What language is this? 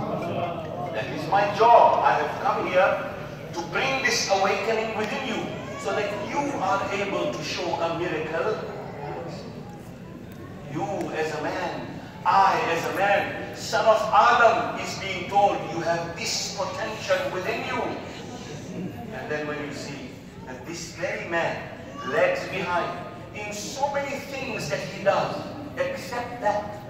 English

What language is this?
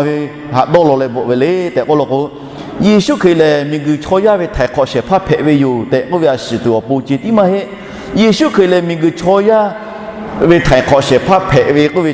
Lahu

